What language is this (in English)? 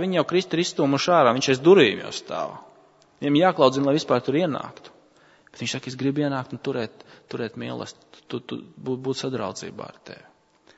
Latvian